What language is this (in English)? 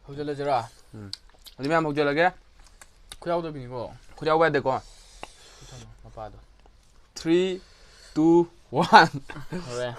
Manipuri